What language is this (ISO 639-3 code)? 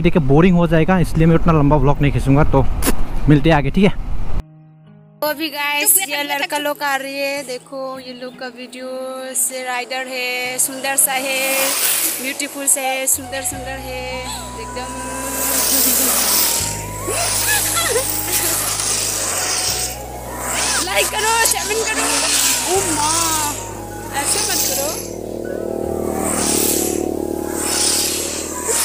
hin